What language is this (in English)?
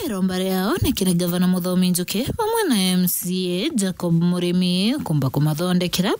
Meru